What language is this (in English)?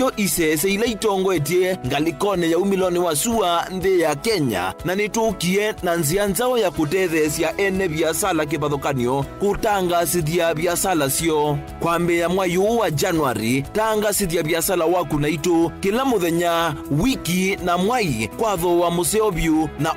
Kamba